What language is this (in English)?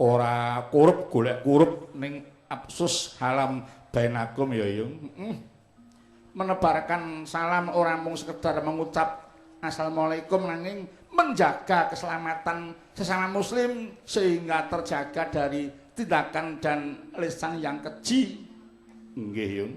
Javanese